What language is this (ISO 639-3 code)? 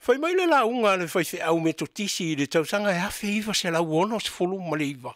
smo